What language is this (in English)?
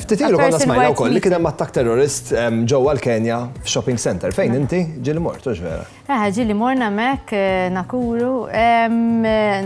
Maltese